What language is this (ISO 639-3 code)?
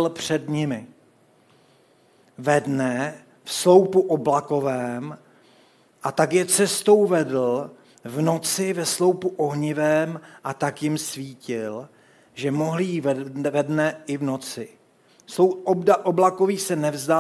ces